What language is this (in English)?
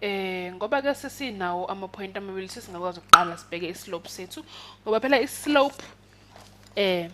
Zulu